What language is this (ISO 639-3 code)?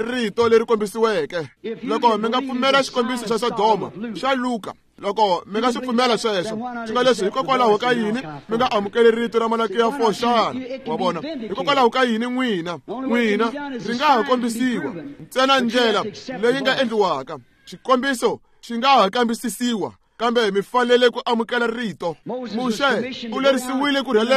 tso